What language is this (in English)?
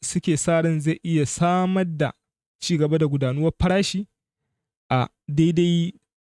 Hausa